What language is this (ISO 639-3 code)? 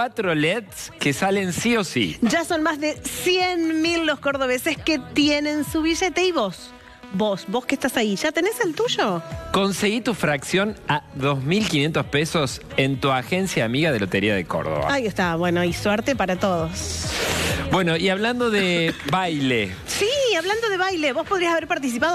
spa